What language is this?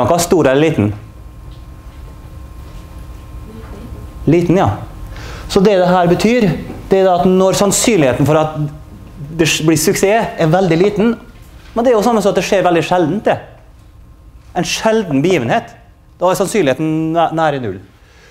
Norwegian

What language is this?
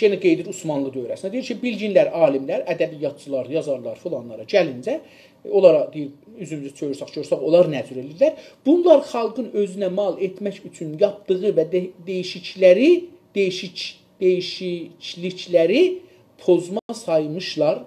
South Azerbaijani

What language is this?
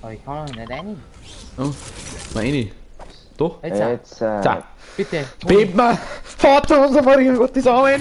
Bavarian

